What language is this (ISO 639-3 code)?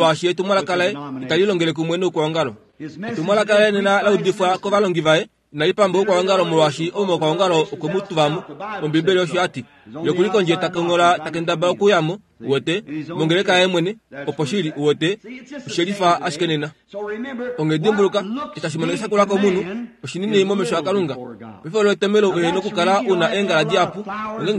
kua